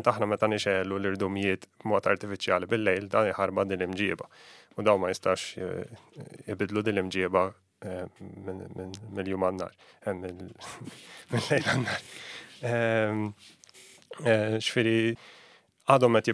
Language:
Maltese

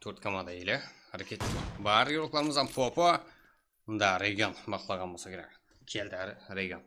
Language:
Kara-Kalpak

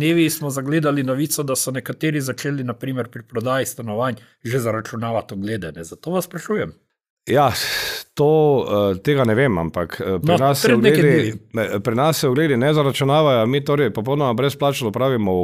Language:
Slovenian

